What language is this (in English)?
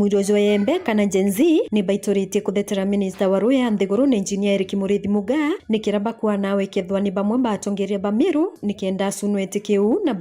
Meru